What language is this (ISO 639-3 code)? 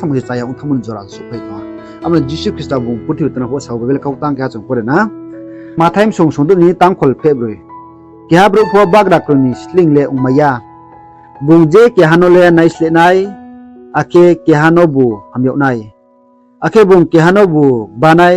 ria